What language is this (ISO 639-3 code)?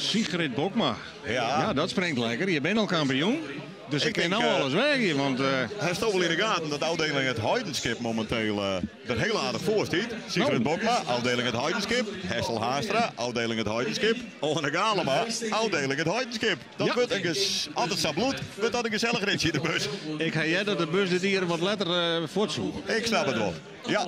fry